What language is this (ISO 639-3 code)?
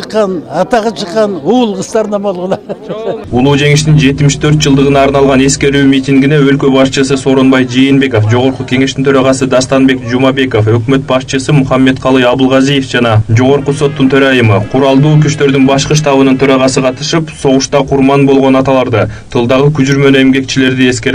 kir